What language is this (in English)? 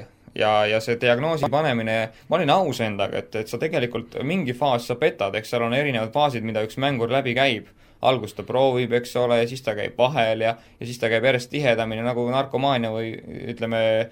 Estonian